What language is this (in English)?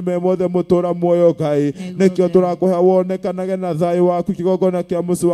Kikuyu